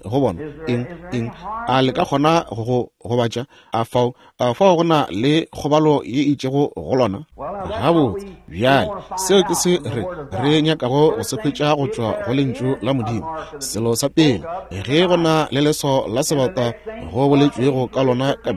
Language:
Northern Sotho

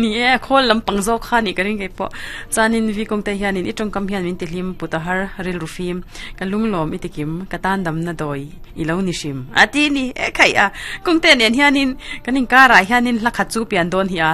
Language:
Mizo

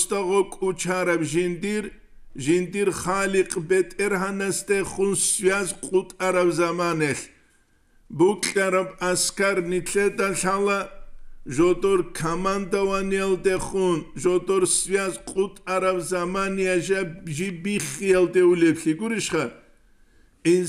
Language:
Avaric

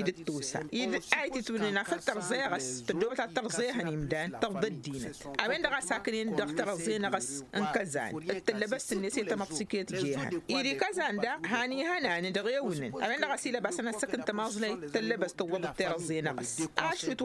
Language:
Tamasheq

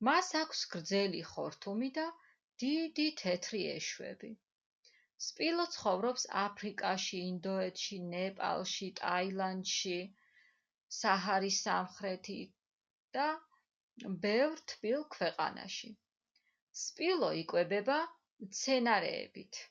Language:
Georgian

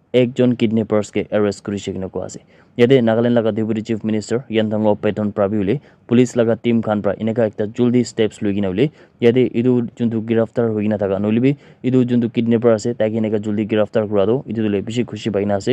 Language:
Naga Pidgin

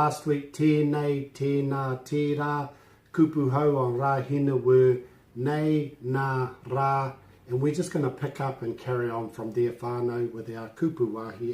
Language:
Māori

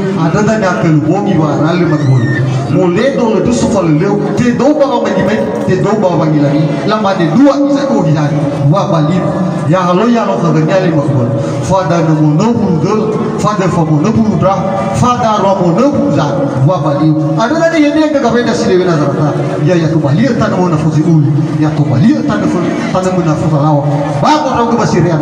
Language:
Nias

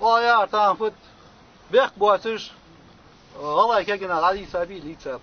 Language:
Ingush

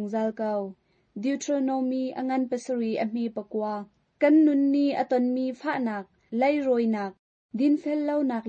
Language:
Hakha Chin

